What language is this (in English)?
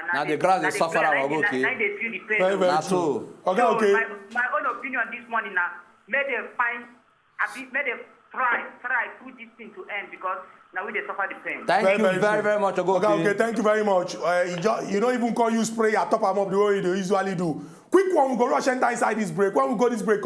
Nigerian Pidgin